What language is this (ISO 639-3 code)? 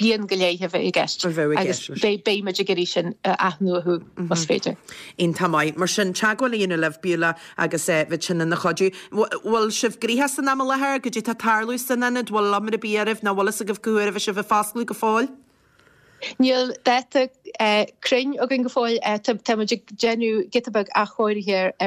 gle